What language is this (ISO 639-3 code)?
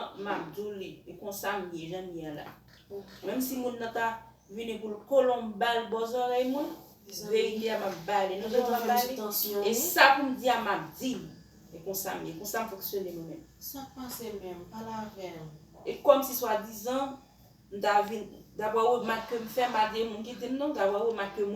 hat